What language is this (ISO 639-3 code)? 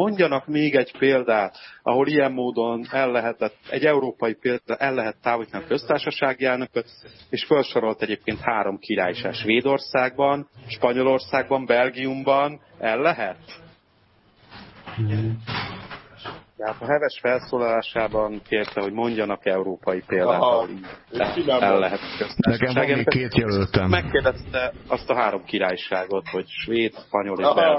hun